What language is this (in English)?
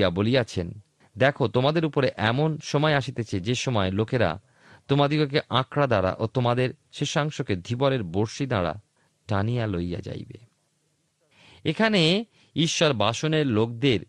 Bangla